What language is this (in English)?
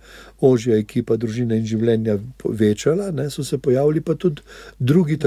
Slovenian